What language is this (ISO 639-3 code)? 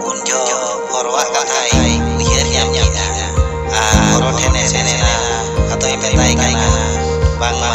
sat